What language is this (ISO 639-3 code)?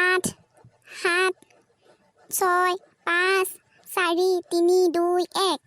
asm